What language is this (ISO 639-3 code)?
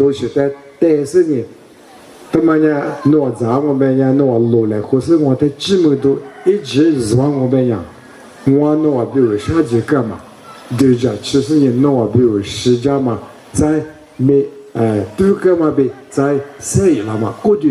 lis